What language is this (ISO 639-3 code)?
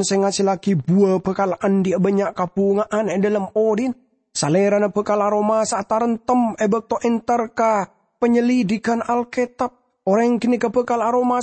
mad